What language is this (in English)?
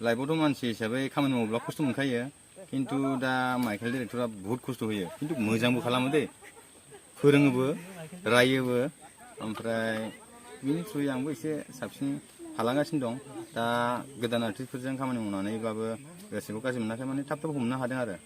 Bodo